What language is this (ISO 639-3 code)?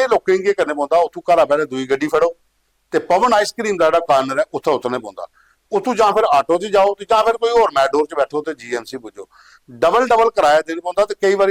doi